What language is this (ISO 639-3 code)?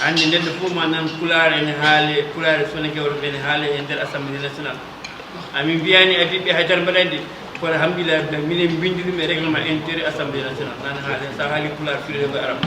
ful